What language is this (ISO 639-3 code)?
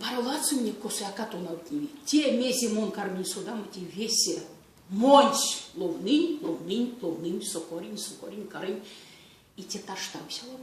myv